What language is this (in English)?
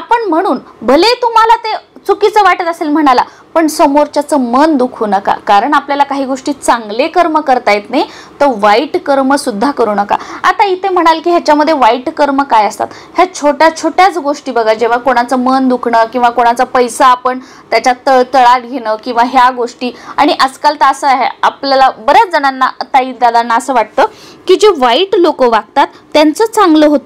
Marathi